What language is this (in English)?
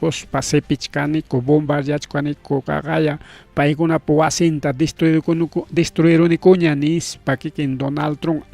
Ayacucho Quechua